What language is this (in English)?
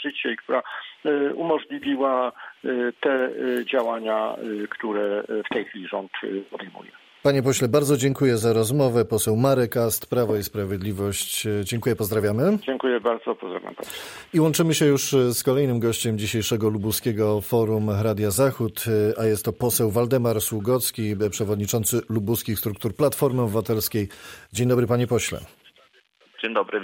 Polish